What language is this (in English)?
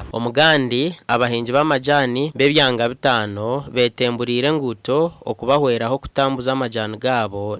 Nyankole